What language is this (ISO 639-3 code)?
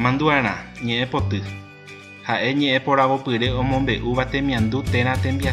grn